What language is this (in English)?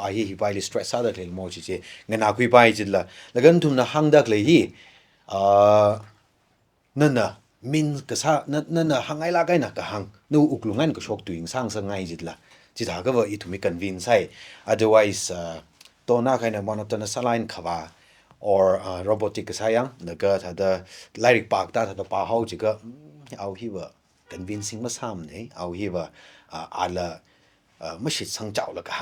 Tangkhul Naga (India)